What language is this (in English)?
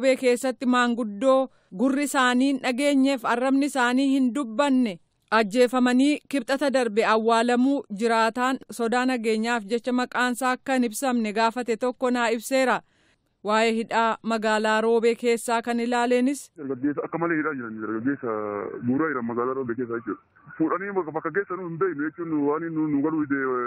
Oromo